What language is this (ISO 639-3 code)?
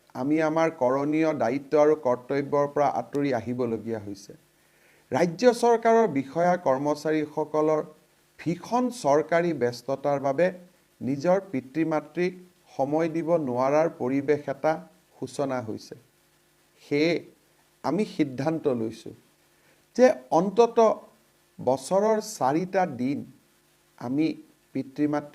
asm